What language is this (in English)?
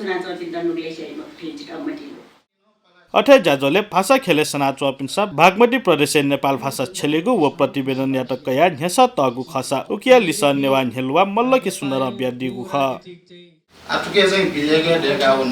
Newari